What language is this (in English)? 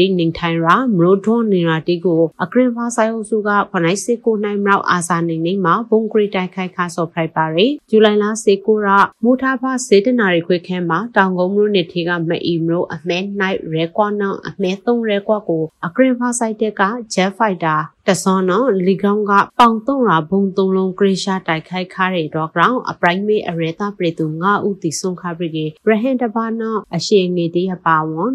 Burmese